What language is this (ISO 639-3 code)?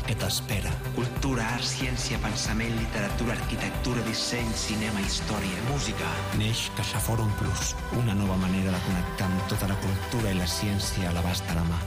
cat